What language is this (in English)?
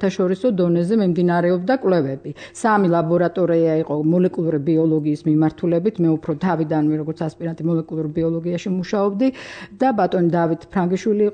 Georgian